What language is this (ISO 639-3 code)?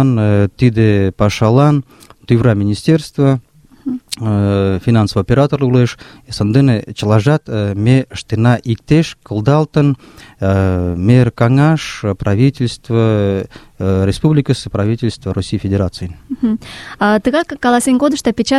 chm